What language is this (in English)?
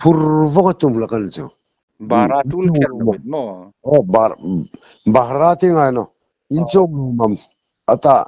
Hmar